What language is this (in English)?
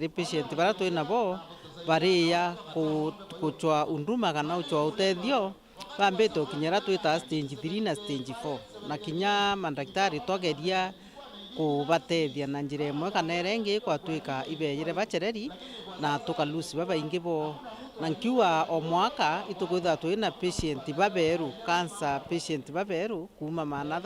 Meru